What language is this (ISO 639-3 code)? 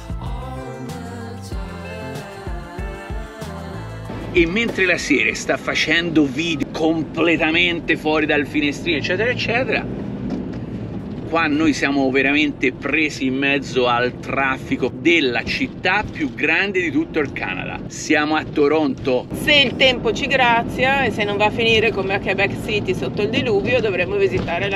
ita